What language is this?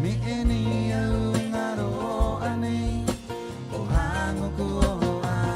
Rapanui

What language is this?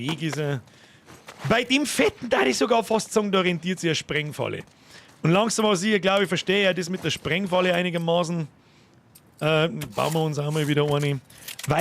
Bavarian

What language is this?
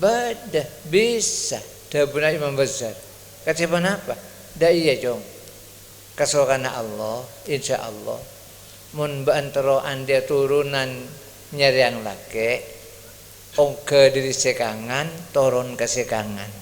Madurese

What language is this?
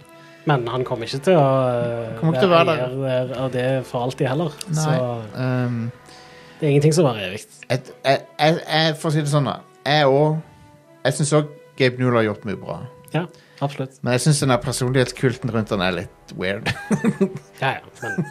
Norwegian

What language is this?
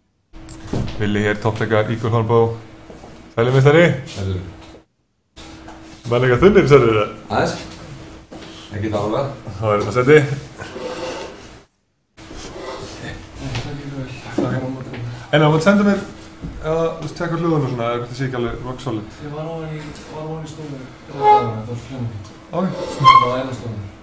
Icelandic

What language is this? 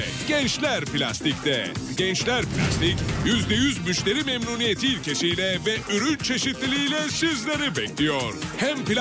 Turkish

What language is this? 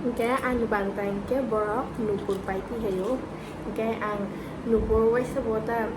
Kok Borok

